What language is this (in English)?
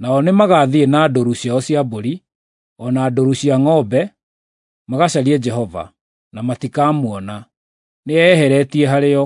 Kikuyu